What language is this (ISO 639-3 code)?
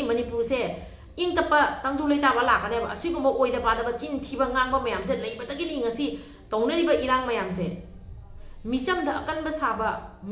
mni